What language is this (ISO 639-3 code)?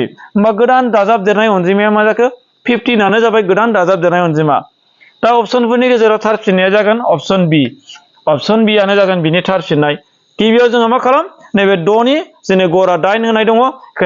brx